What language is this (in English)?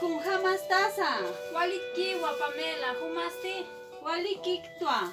Aymara